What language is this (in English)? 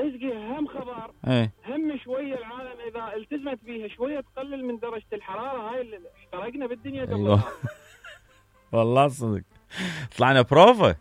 Mesopotamian Arabic